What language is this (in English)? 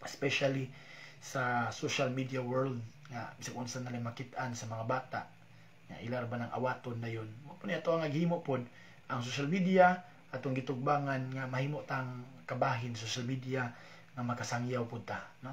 Cebuano